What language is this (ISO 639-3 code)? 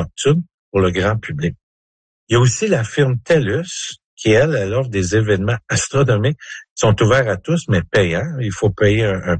fra